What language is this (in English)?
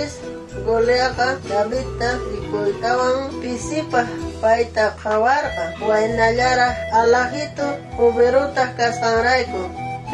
South Bolivian Quechua